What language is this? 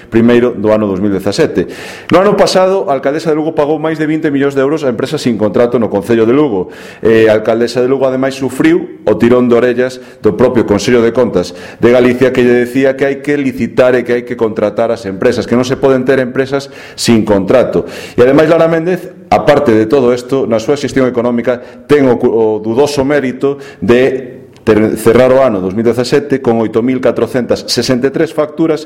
Galician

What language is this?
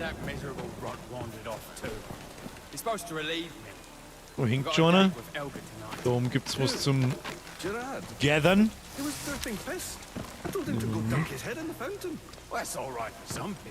Bavarian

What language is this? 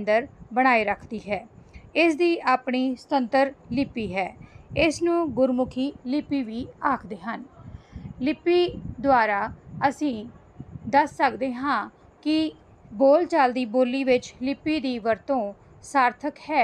Punjabi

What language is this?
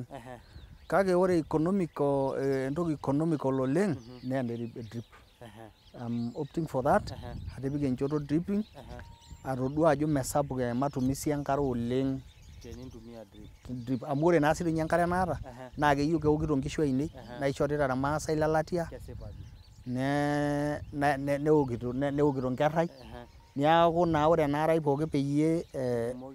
Masai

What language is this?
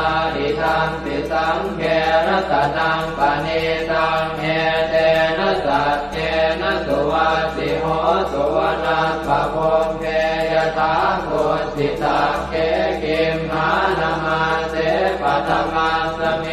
Pali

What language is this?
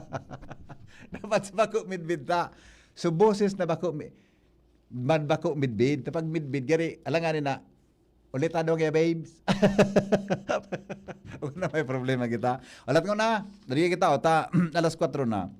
Bikol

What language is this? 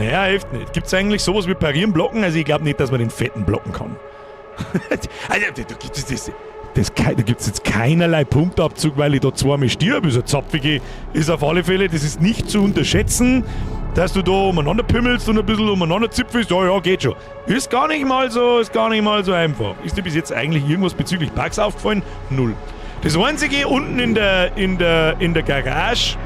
Bavarian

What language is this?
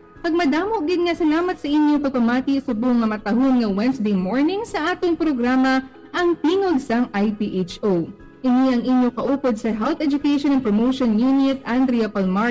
Hiligaynon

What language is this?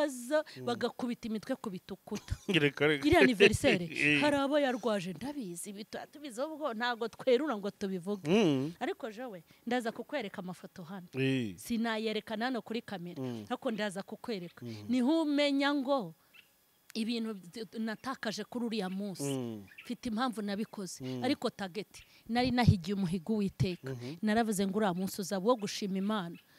Kinyarwanda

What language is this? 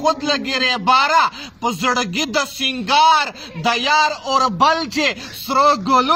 Pashto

